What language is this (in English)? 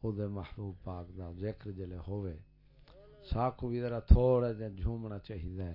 Saraiki